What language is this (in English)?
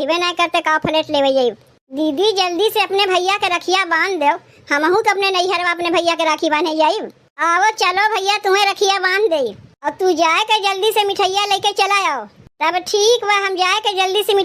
Awadhi